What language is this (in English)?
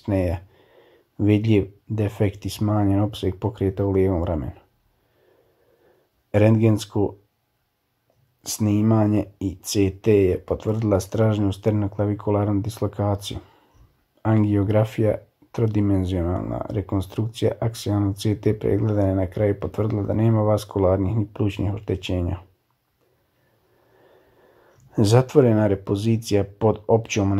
Croatian